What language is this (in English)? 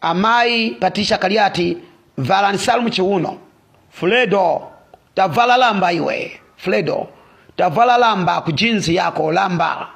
Nyanja